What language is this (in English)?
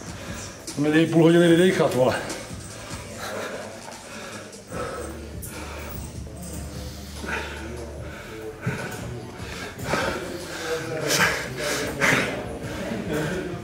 Czech